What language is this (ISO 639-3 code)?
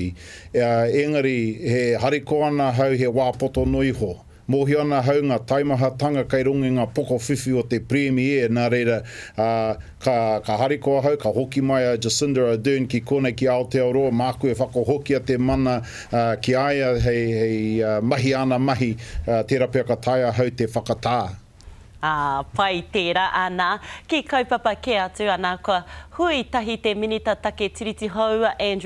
mri